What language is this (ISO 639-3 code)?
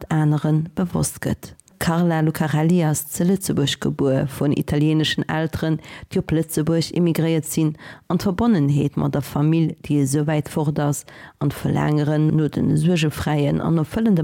ltz